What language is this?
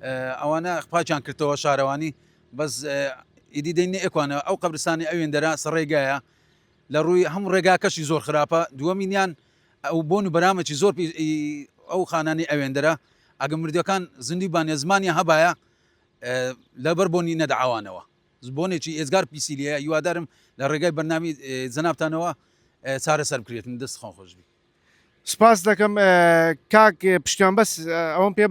Central Kurdish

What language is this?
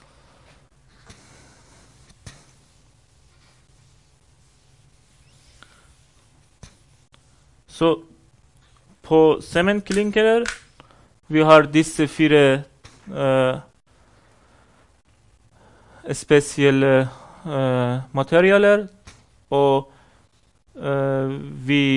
Norwegian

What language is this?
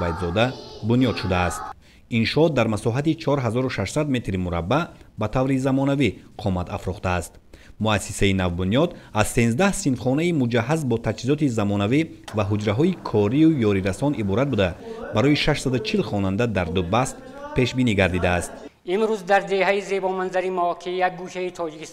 Tajik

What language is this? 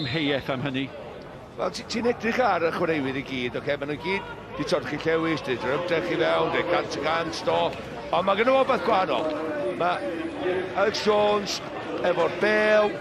Welsh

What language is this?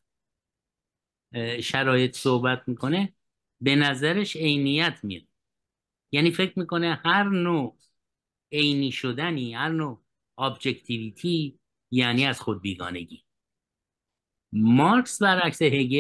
Persian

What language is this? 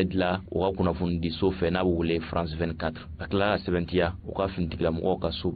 Bambara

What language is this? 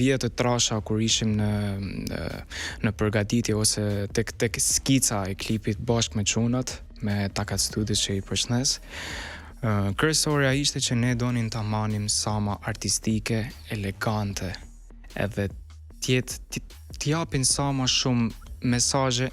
Albanian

